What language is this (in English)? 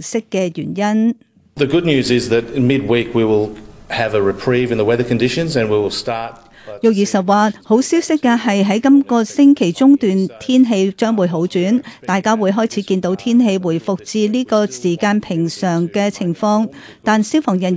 Cantonese